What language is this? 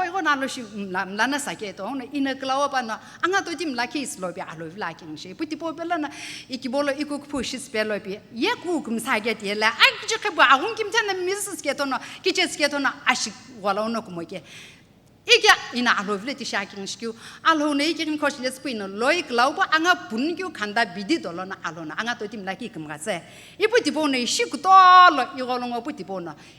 Sumi Naga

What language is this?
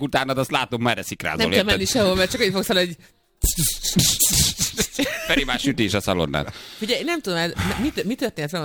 Hungarian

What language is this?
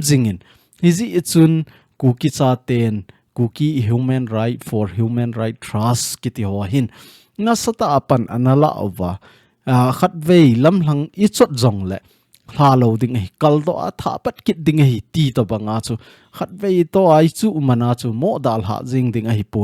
Thado Chin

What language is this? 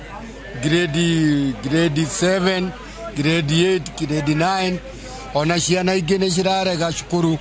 Kikuyu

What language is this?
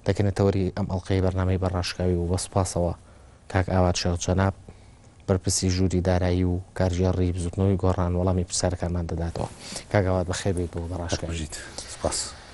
Central Kurdish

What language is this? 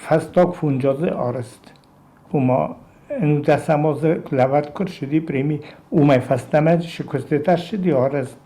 Ossetic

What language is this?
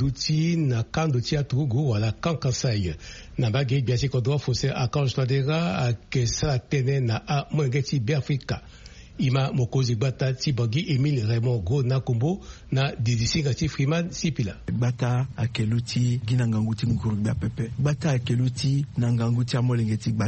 Sango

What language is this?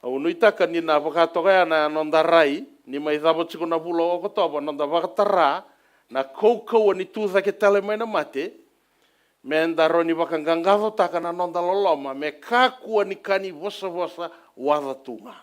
Fijian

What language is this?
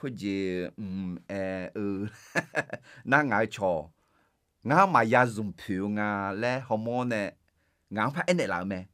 Akha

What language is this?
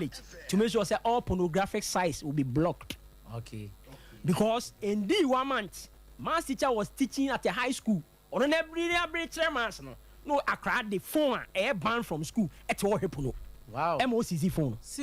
Akan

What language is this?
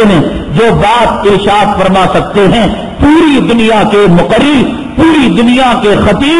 Urdu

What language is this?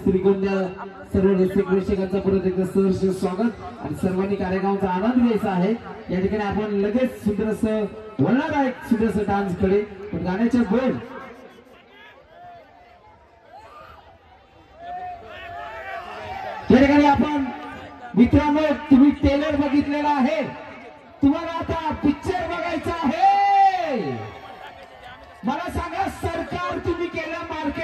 Marathi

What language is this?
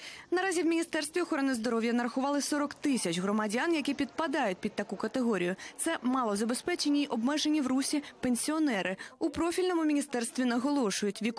Ukrainian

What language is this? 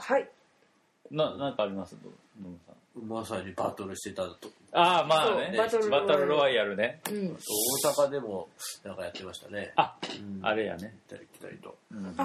Japanese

